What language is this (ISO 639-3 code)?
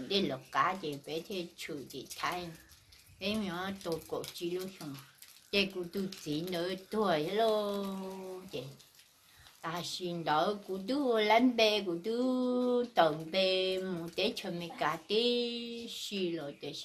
hmn